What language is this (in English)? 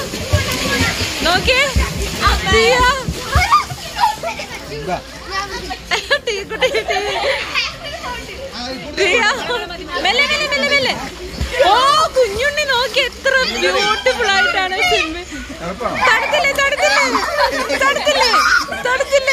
Malayalam